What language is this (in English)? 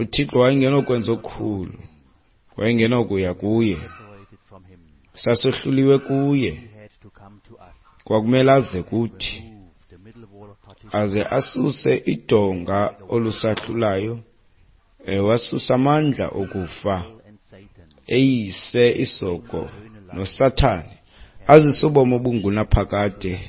Xhosa